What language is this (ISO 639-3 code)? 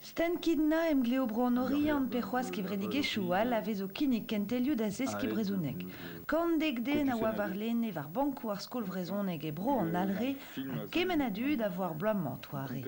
bre